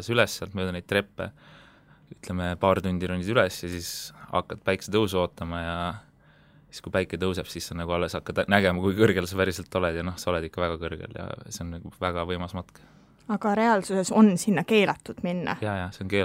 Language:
Estonian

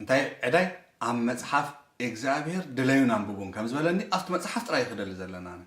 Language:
Tigrinya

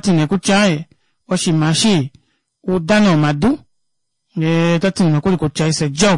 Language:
Kuanyama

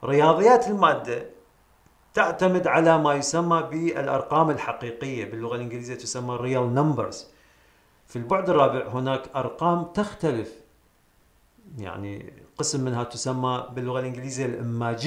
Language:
Arabic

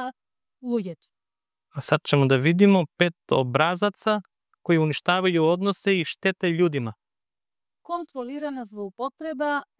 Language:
Macedonian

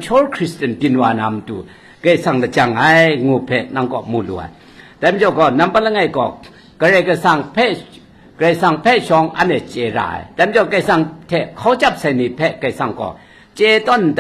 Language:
Kachin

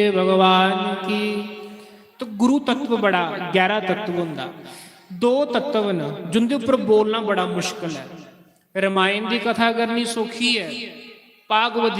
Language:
Dogri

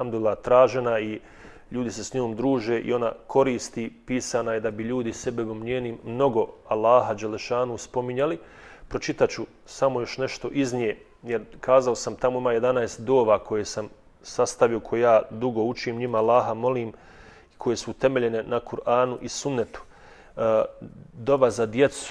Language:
Bosnian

